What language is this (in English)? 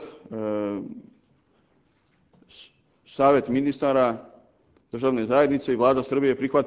Serbian